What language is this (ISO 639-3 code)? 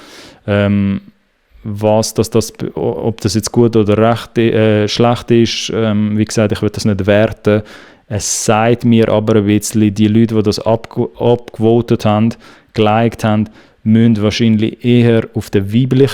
gsw